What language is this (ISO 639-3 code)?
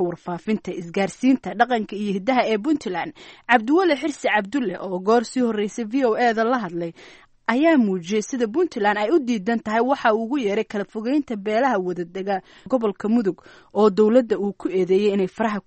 som